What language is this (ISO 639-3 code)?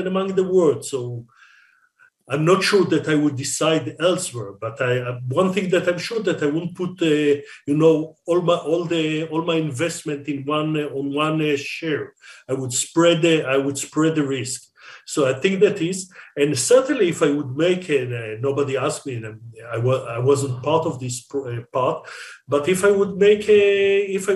eng